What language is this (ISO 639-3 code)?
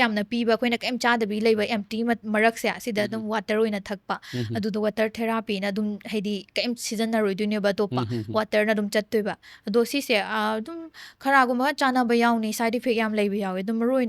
mni